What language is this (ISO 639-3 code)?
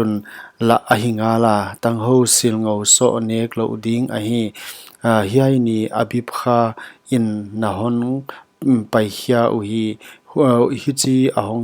pck